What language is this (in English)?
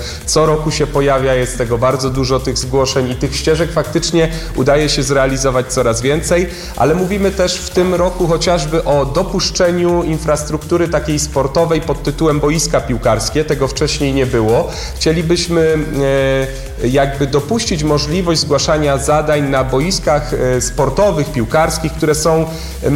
Polish